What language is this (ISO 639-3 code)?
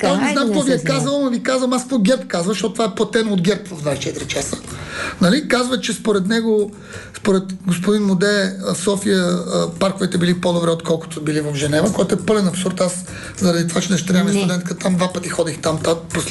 bul